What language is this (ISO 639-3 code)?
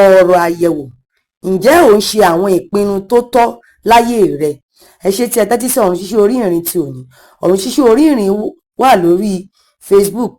yor